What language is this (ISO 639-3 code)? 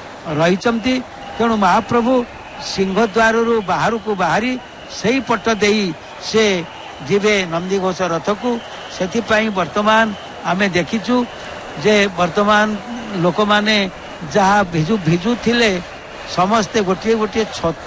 ori